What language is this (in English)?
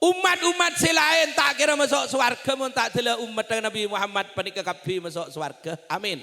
Madurese